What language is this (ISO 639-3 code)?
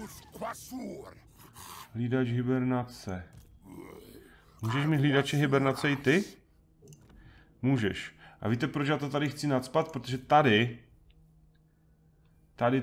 ces